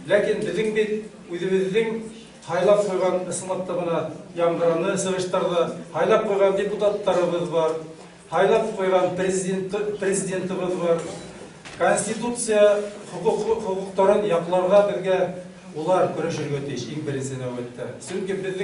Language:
Bashkir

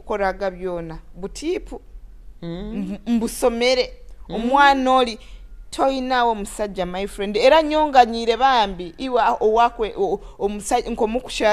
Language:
Nyoro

